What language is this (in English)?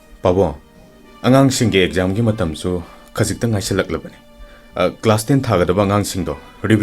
Manipuri